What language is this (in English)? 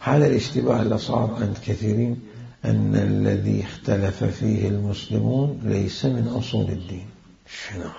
Mesopotamian Arabic